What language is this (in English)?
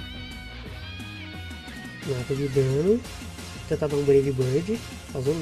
Portuguese